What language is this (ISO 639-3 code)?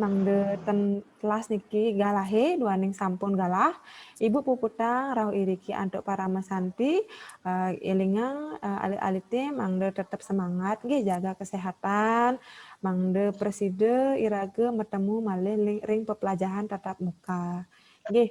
ban